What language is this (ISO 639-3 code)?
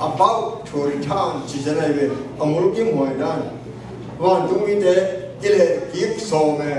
ctd